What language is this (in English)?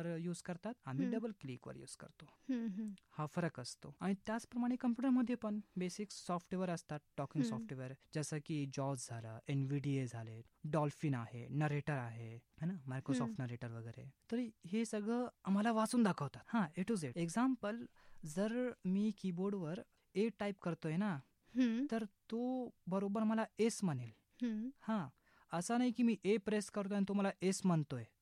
Marathi